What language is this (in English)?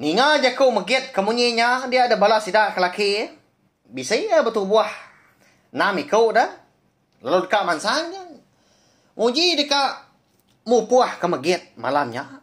Iban